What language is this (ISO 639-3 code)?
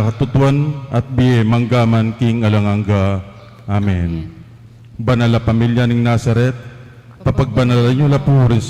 pam